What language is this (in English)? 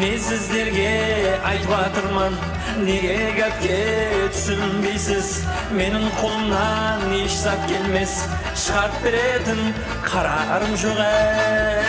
Kara-Kalpak